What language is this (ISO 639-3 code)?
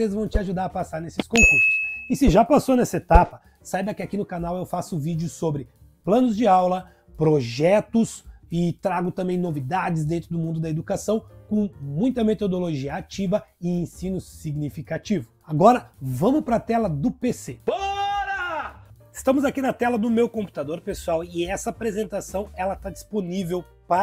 por